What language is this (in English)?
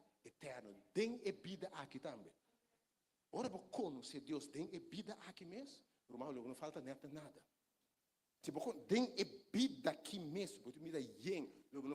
Papiamento